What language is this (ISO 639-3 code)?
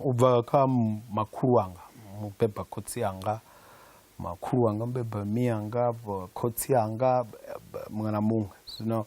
ven